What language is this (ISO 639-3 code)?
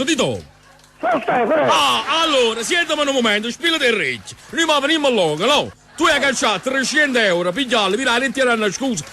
nap